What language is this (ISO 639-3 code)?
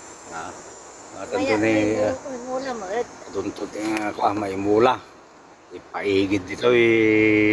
ilo